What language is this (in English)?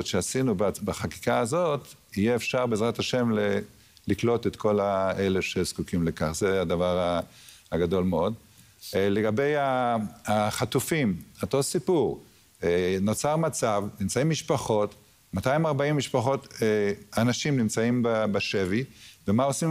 Hebrew